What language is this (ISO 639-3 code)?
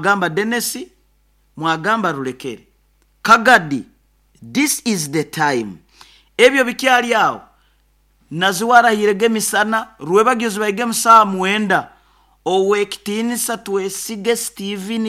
nyo